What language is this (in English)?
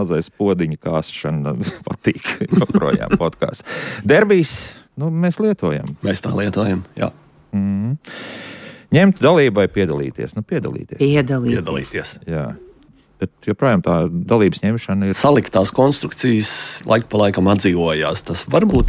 Latvian